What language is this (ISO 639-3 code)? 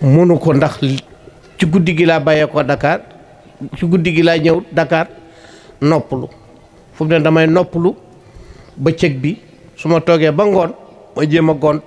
wol